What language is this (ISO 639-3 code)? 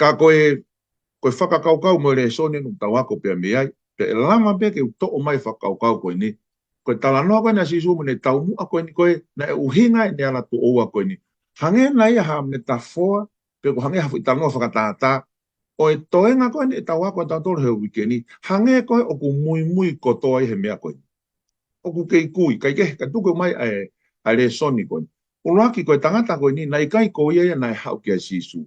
ton